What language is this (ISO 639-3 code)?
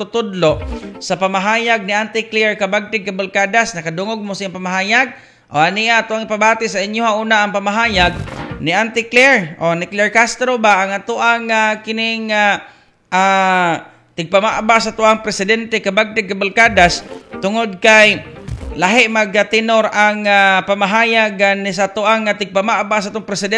ceb